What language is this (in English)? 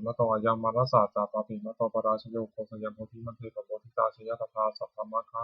Pali